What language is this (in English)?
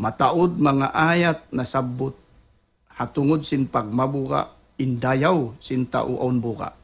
Tausug